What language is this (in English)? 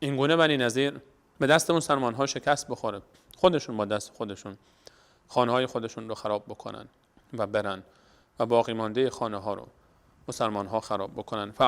Persian